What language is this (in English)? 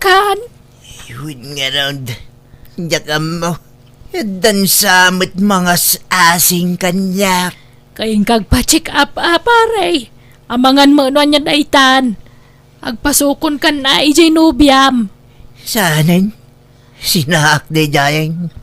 Iloko